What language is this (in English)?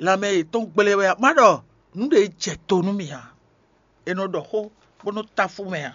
Fon